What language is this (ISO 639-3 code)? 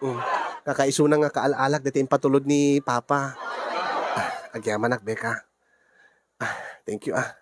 ilo